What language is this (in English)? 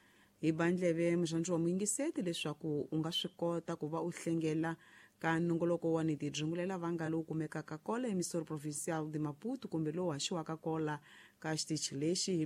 Tsonga